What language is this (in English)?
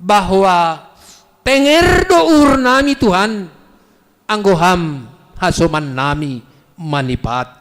Batak Simalungun